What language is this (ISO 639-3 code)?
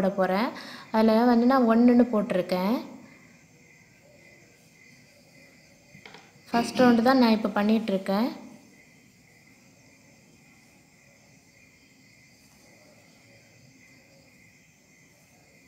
tam